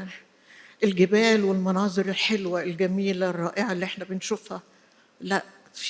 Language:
Egyptian Arabic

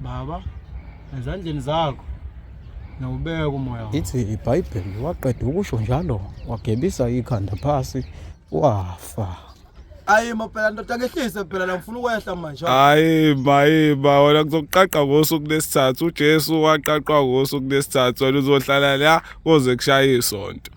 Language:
Zulu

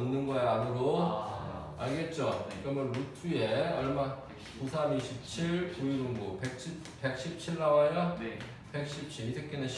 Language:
Korean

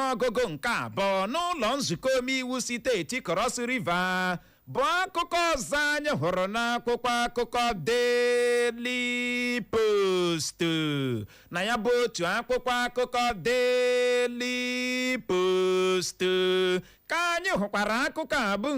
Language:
Igbo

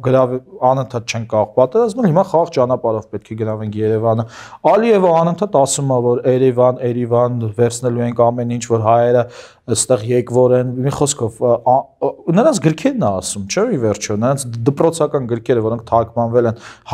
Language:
Armenian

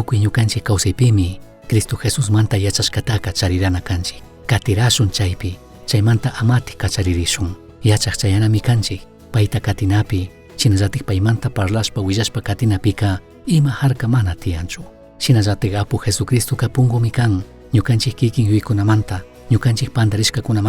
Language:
Chimborazo Highland Quichua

